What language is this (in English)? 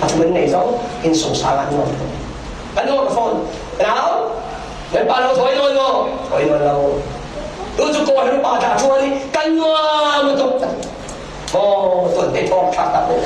Falam Chin